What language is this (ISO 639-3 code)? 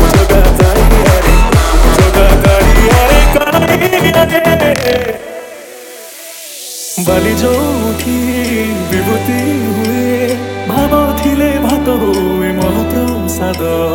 ori